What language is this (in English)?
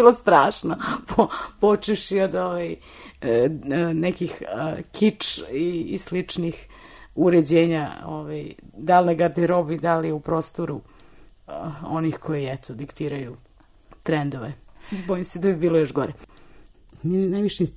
Serbian